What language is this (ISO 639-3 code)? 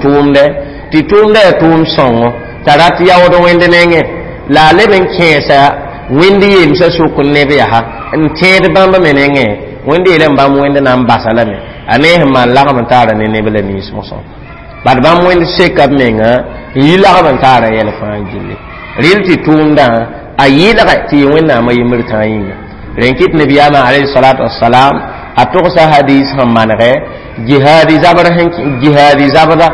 mos